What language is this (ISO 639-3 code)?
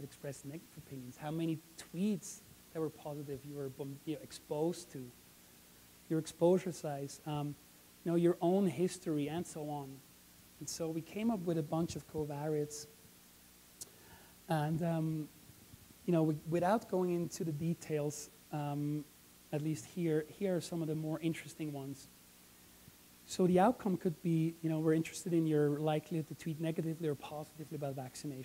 eng